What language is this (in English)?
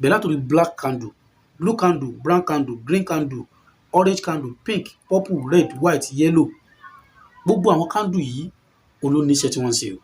Yoruba